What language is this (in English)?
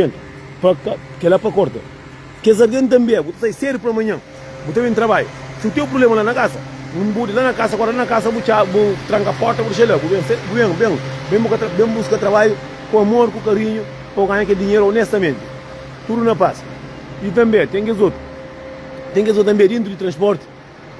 Kabuverdianu